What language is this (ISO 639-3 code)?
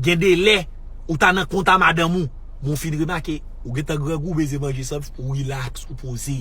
hat